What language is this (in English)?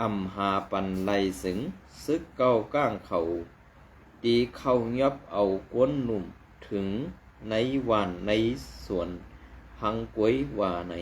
Shan